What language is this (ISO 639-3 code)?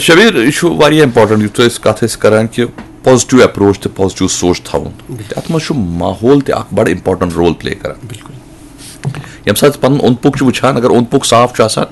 kas